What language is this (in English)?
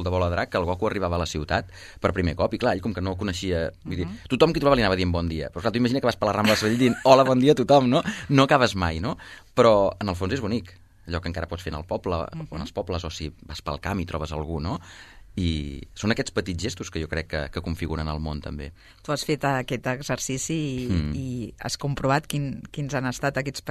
Catalan